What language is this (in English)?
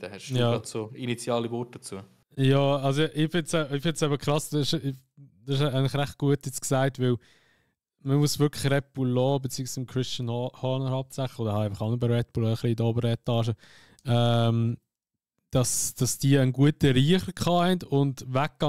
Swiss German